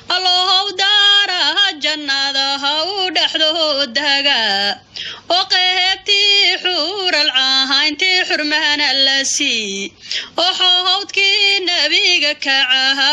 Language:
Somali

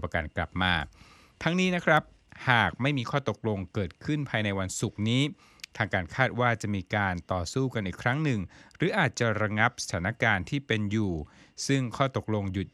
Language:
Thai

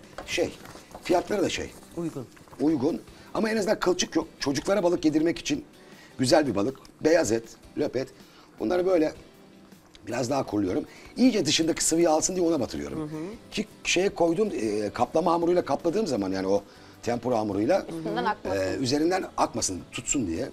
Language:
Turkish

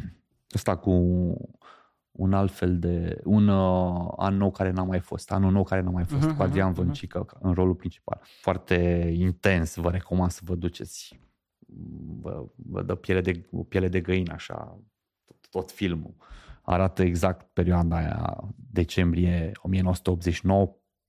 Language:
Romanian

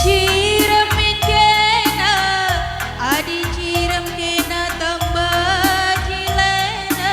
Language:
Batak Karo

